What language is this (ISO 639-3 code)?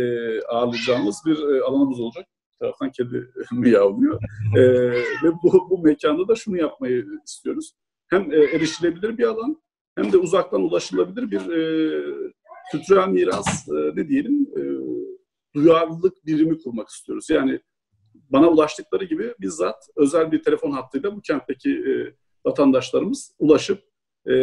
tur